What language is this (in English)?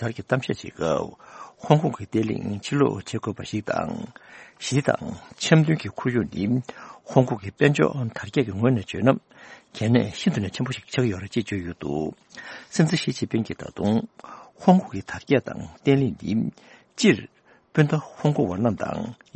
Tibetan